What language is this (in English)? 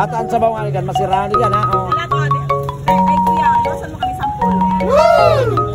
Bikol